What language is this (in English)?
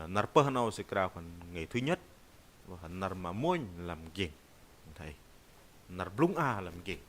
Bahnar